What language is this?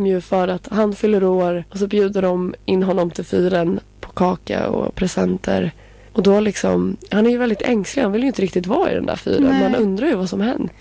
Swedish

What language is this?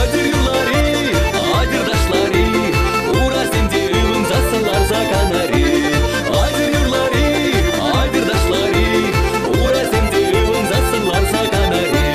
Chuvash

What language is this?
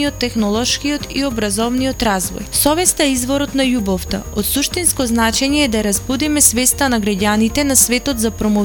Macedonian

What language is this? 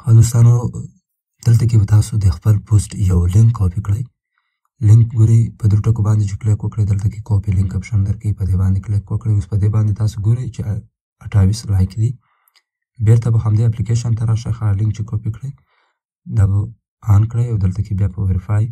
Pashto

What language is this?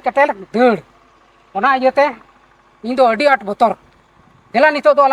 Santali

